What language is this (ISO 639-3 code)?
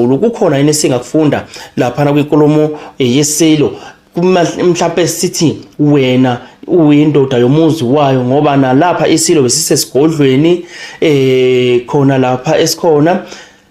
zul